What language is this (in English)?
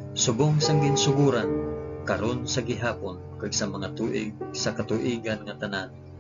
Hiligaynon